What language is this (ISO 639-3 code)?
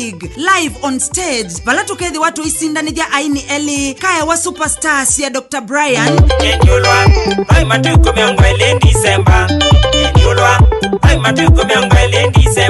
kam